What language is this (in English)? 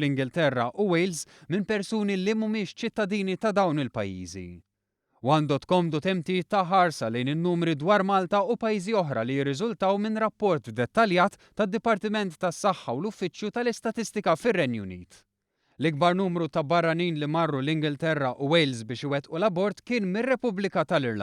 Maltese